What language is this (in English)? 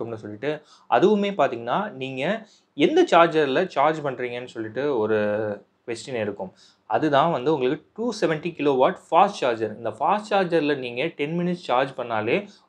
Tamil